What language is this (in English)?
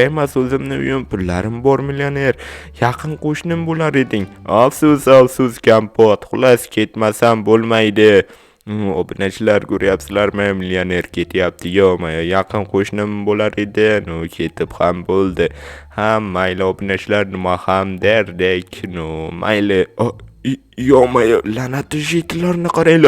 Uzbek